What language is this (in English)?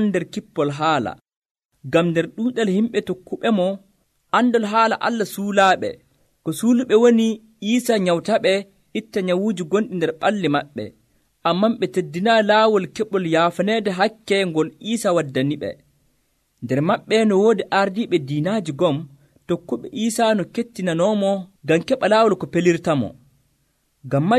Nigerian Fulfulde